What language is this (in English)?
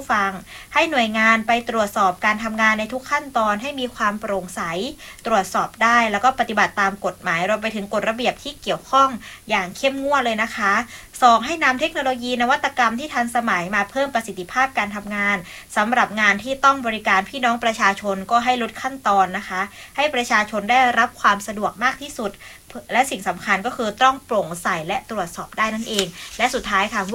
Thai